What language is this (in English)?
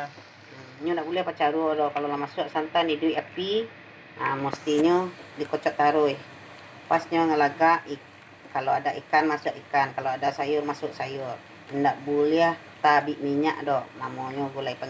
Minangkabau